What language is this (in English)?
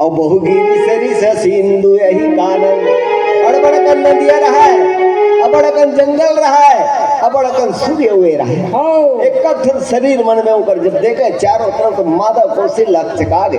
Chhattisgarhi